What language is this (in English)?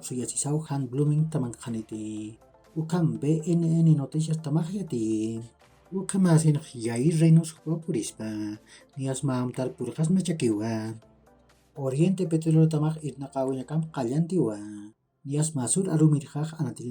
Aymara